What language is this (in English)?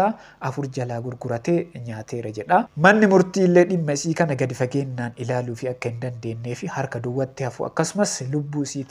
Oromo